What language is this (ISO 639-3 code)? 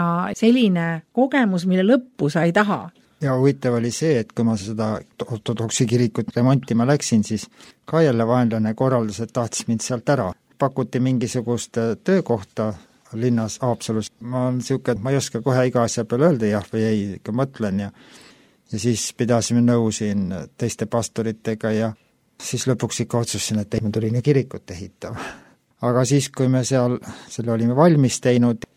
est